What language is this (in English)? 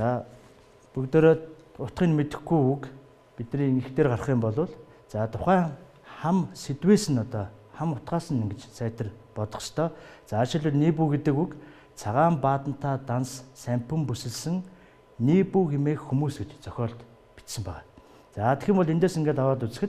Mongolian